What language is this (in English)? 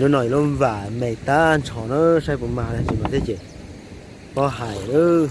Hmong